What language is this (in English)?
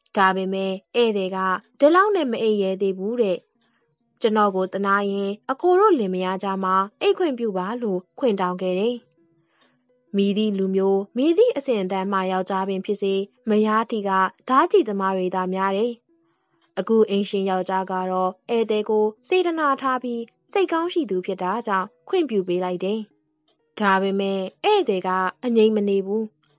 Burmese